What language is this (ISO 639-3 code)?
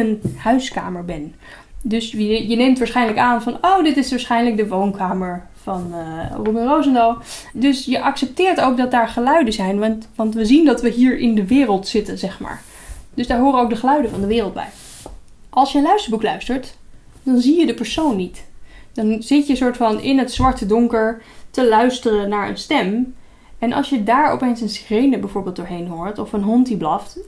nld